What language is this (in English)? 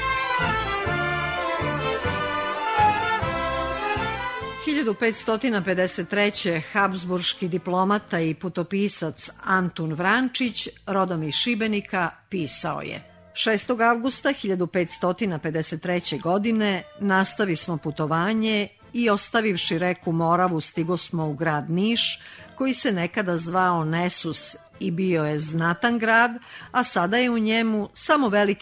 Serbian